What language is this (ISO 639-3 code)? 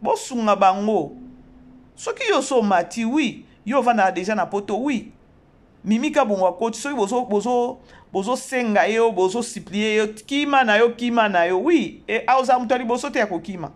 lin